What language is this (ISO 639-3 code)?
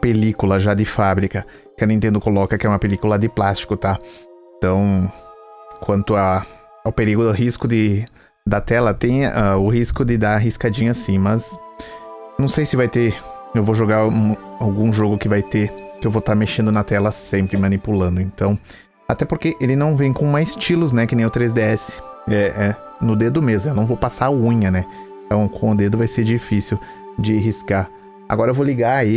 por